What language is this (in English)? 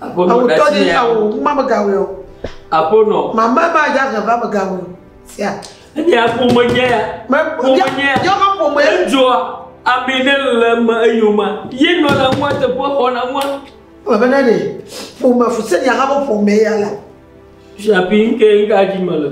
Ewe